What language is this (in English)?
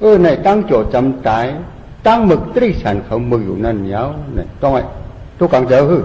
Shan